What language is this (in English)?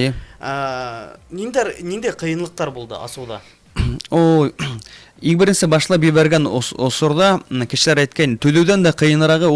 Bashkir